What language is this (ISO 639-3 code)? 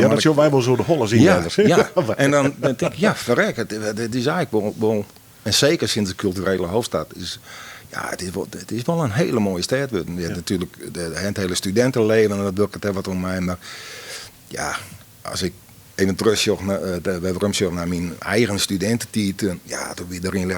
fry